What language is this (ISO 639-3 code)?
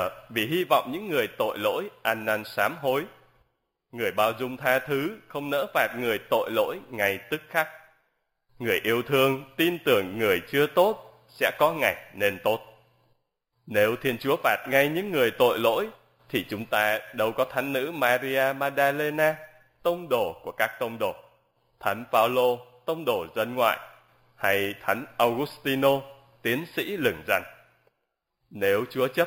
vie